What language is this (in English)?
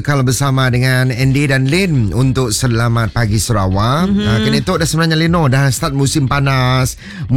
Malay